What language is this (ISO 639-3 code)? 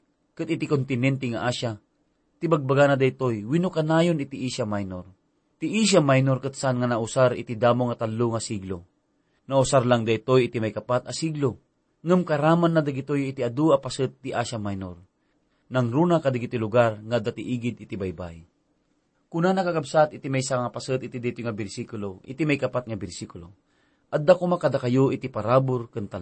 ilo